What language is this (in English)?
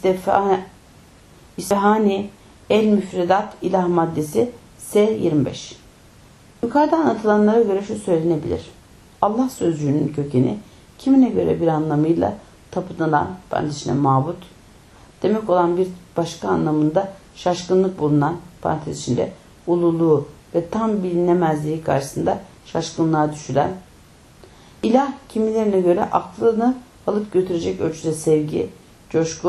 Turkish